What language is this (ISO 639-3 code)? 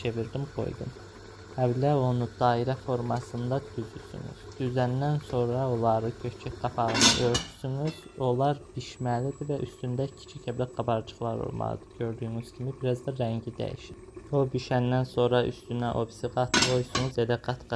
aze